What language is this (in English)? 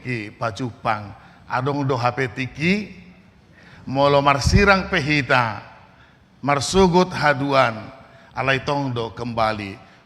Batak Toba